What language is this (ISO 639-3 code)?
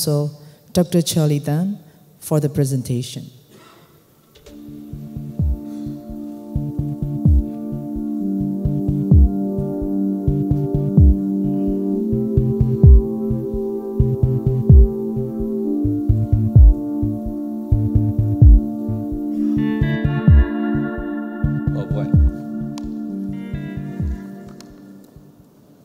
mya